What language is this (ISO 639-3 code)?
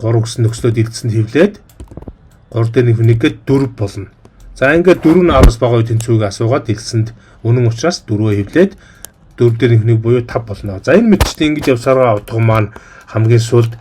mon